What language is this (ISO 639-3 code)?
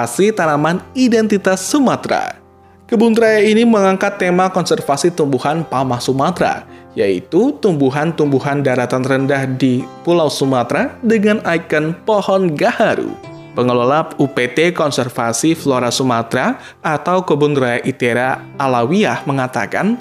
ind